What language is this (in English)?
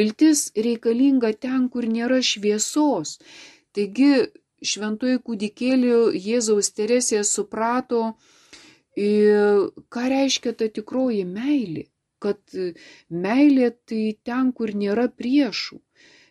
Lithuanian